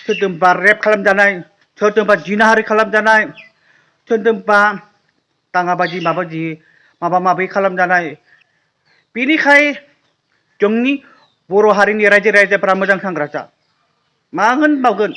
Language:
Bodo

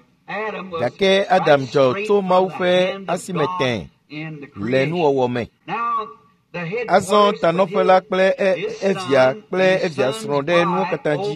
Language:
Ewe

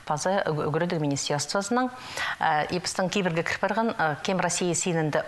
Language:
Khakas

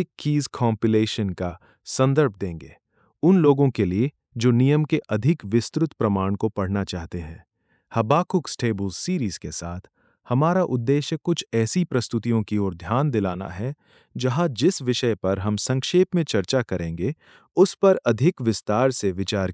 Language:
Hindi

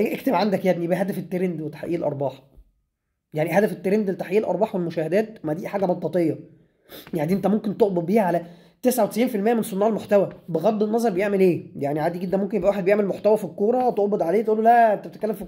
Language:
Egyptian Arabic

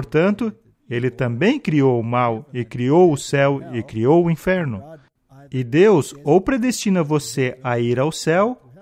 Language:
Portuguese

